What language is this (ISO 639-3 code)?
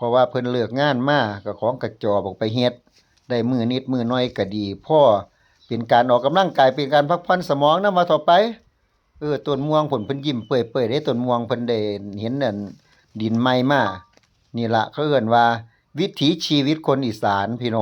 lao